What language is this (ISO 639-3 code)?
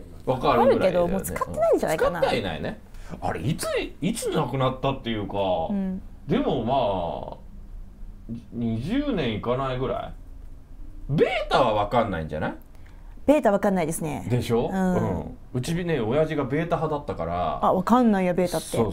jpn